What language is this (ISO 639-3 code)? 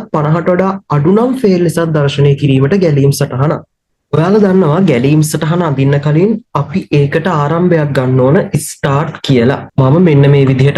sin